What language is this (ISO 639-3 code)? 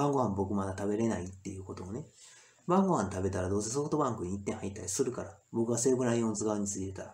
jpn